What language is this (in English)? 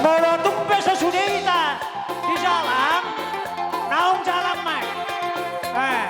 Batak Toba